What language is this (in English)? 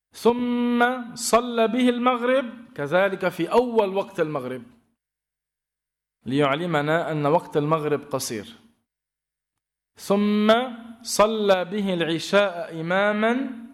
Arabic